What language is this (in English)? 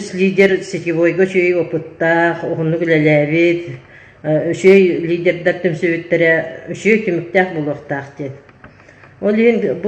Yakut